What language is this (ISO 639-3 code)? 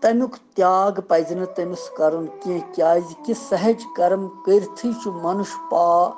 kas